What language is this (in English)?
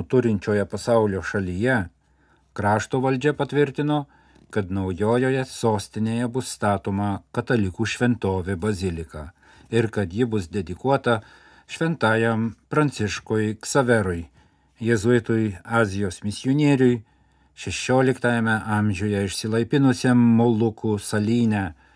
Lithuanian